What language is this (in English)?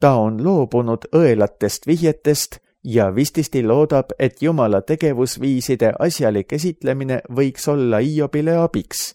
Estonian